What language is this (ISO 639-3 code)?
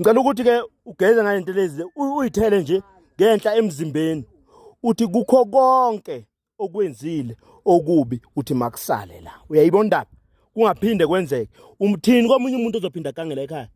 zul